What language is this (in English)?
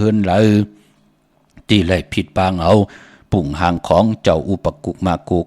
Shan